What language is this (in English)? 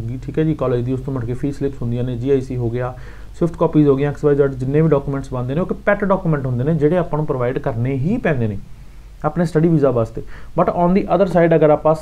Punjabi